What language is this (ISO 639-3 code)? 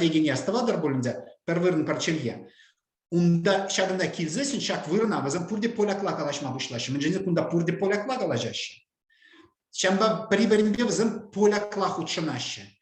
chv